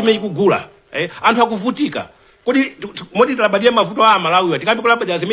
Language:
Nyanja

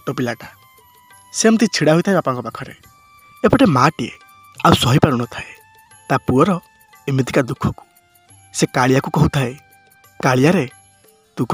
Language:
Odia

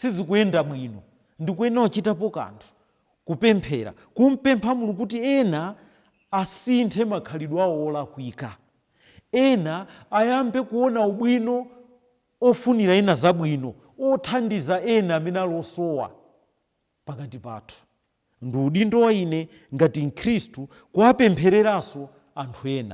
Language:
Nyanja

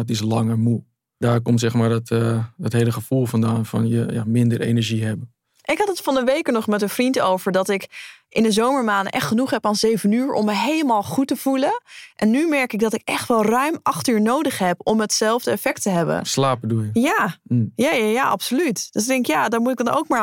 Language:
Dutch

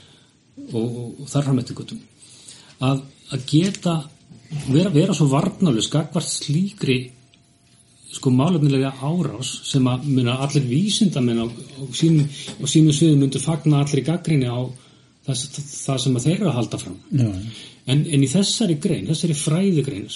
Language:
Icelandic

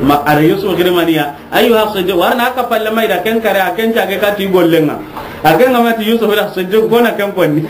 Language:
Soninke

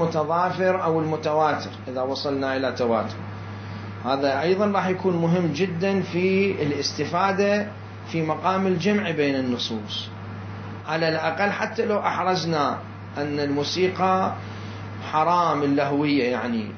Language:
Mesopotamian Arabic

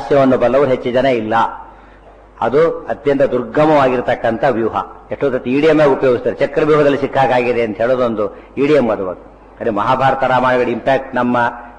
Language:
Kannada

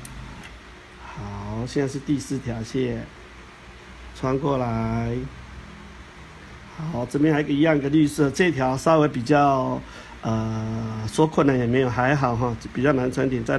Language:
Chinese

